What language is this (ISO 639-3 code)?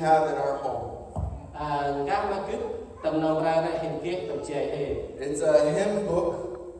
cmo